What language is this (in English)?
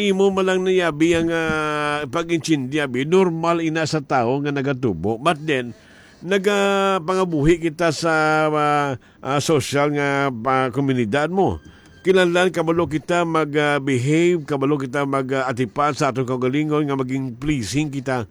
Hiligaynon